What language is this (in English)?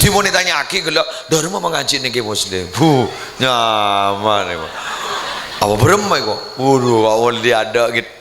Madurese